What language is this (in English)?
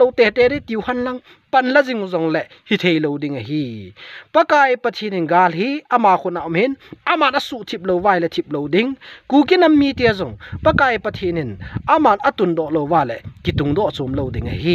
Thado Chin